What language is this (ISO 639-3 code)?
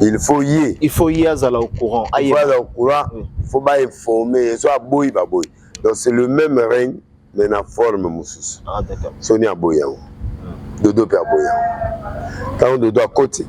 lin